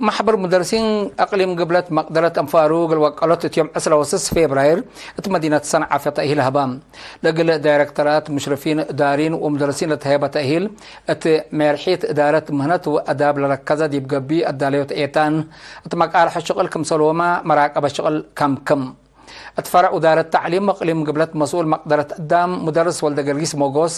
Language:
Tigre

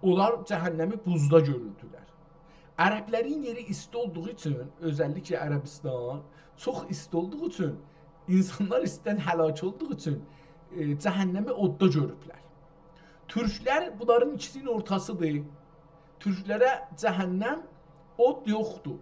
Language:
South Azerbaijani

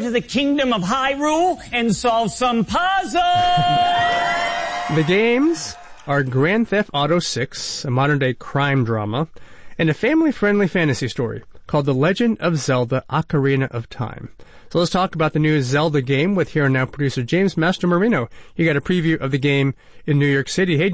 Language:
English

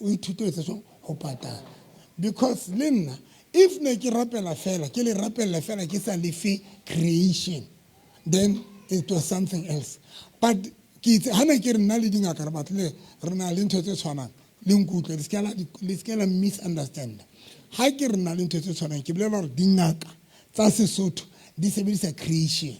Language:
Southern Sotho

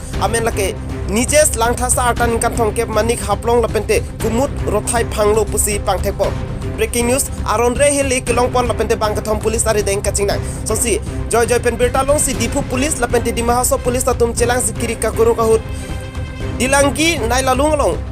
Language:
Karbi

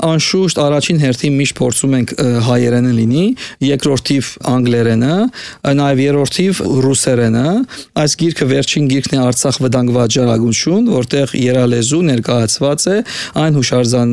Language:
Armenian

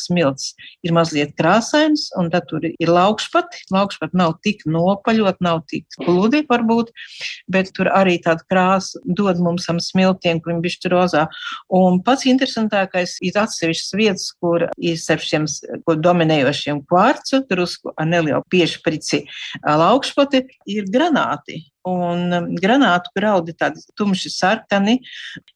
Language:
Latvian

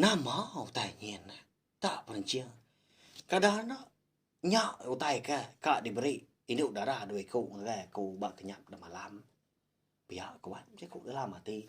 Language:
Iban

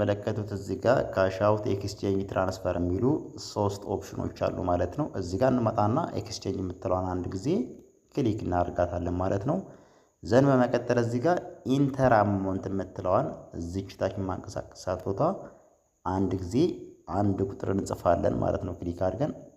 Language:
Amharic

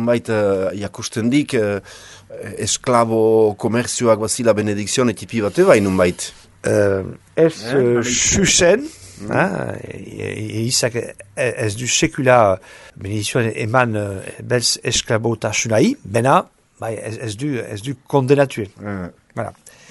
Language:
Basque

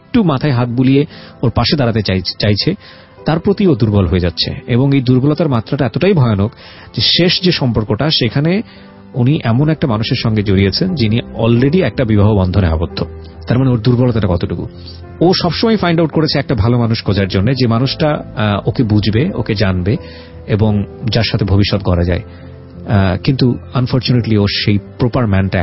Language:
Bangla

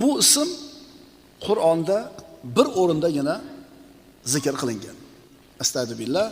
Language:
Uzbek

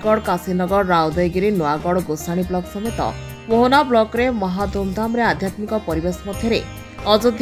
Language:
Odia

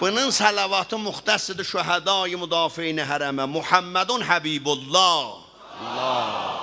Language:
South Azerbaijani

